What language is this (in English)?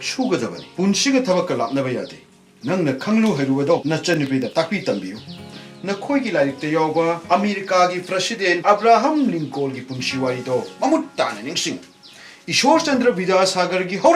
Manipuri